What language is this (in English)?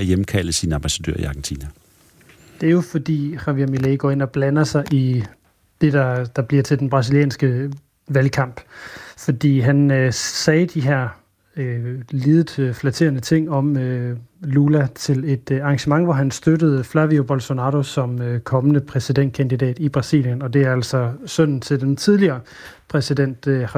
Danish